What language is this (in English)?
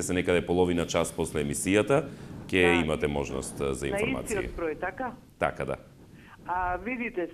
Macedonian